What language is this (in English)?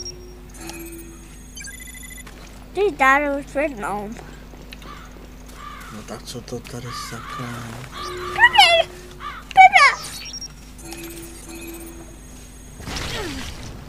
Czech